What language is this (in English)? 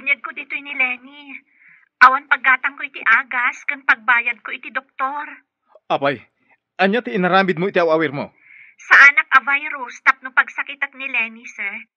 Iloko